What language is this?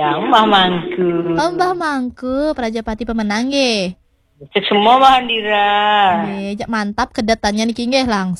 Balinese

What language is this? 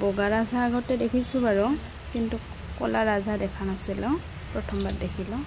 Assamese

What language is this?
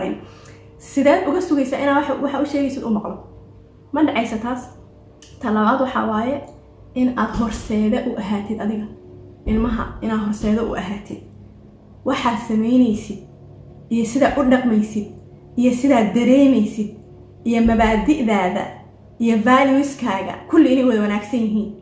Somali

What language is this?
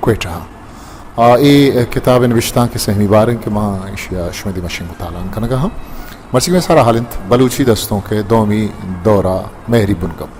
Baluchi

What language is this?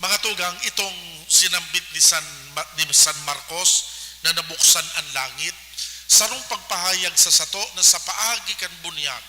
Bikol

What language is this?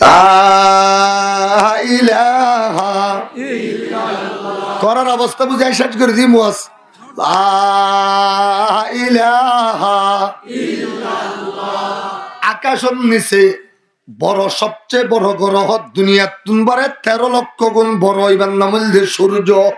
Rohingya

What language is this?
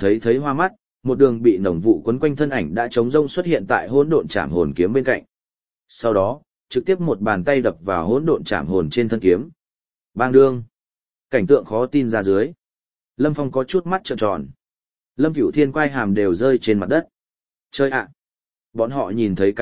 Vietnamese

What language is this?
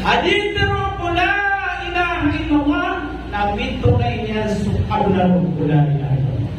Maranao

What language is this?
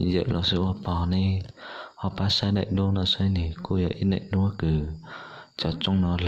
Hmong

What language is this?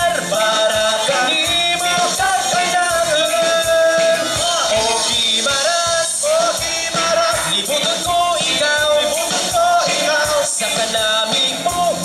Hiligaynon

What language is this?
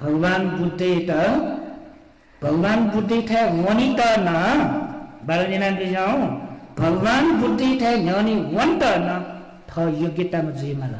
Newari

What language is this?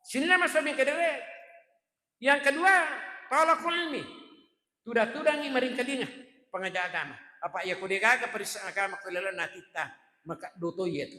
Buginese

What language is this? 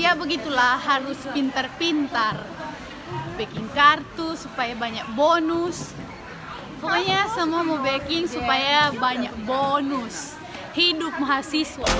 Manado Malay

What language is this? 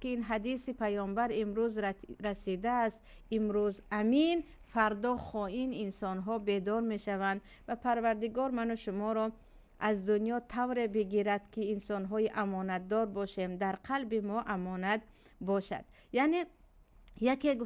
Tajik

